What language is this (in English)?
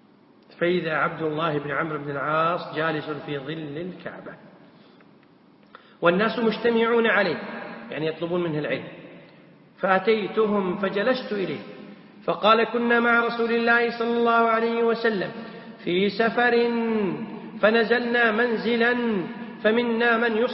Arabic